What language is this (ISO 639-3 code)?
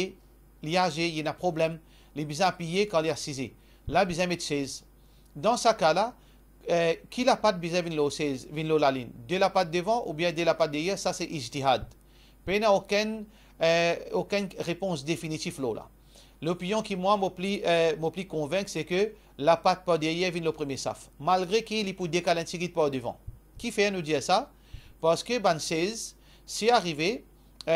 mfe